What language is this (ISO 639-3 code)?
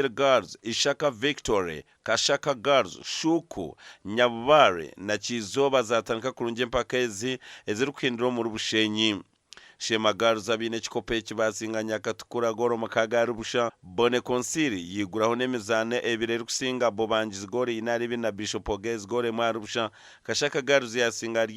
nyn